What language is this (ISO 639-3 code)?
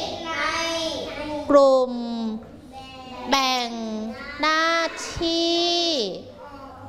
tha